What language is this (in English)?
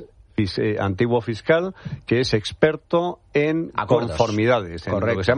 Spanish